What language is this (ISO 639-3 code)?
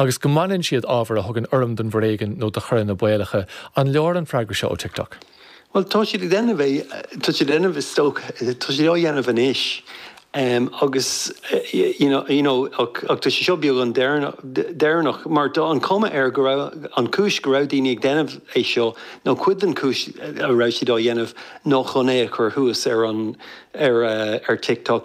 gle